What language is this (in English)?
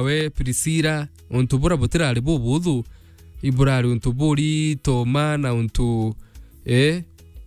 Meru